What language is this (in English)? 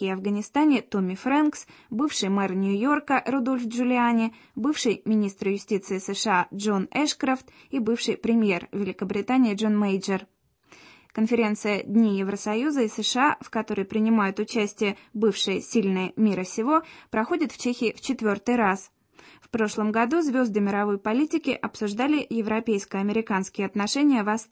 Russian